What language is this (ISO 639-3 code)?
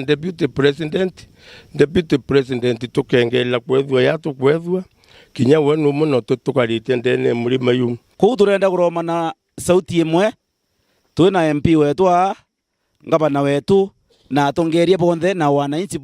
mer